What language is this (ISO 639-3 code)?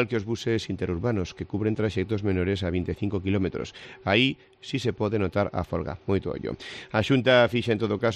glg